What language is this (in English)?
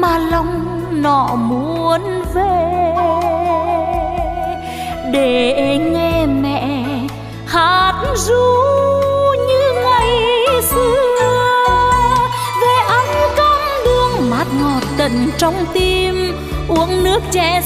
Vietnamese